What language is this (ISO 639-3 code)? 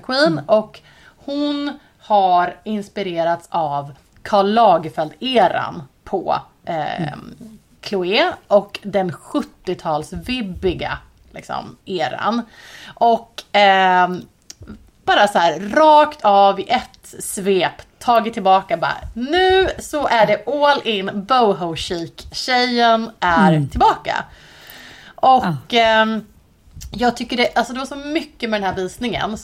swe